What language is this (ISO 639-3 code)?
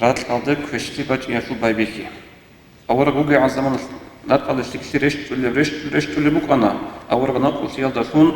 ava